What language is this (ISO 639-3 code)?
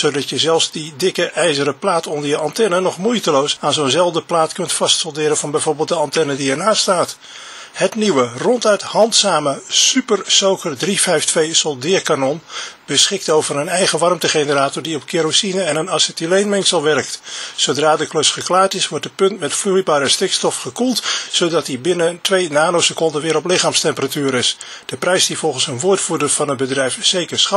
nld